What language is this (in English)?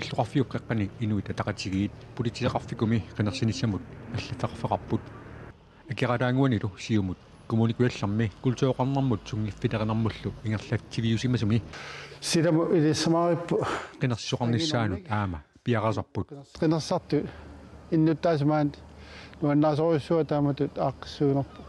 Kalaallisut